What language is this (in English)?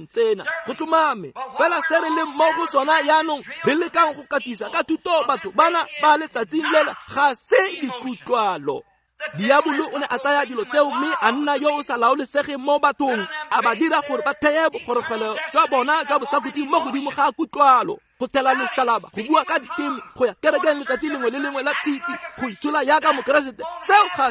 Tswana